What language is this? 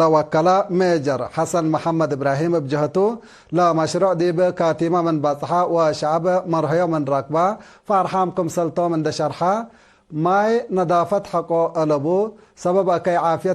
Tigre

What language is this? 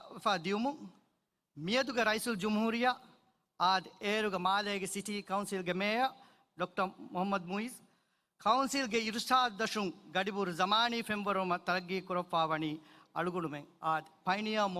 Divehi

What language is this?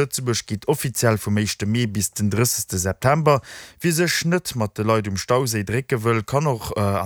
Luxembourgish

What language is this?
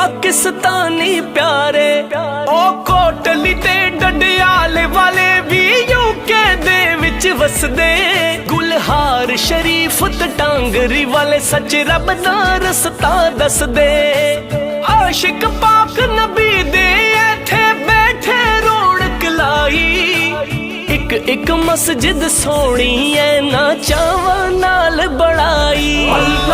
Pahari-Potwari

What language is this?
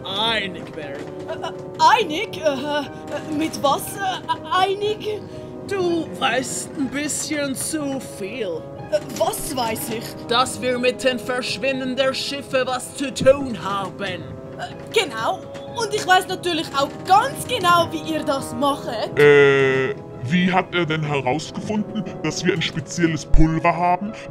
Swiss German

